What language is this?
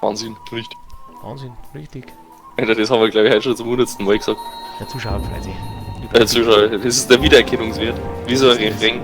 Bavarian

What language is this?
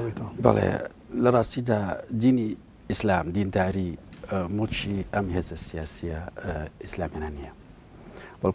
Central Kurdish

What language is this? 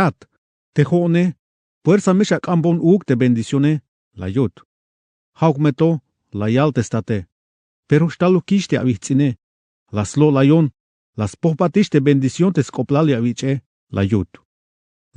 Tzeltal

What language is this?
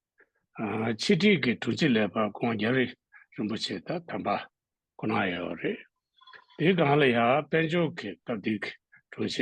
Tibetan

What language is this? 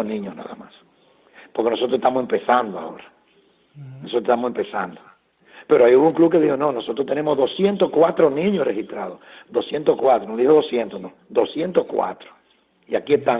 Spanish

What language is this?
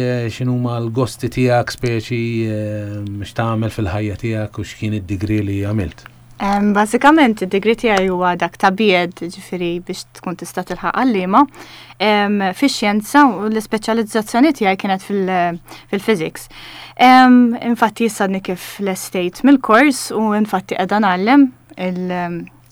Maltese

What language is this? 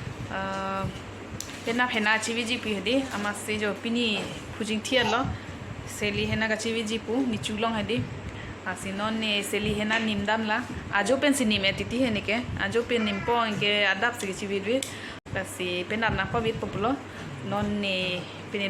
Karbi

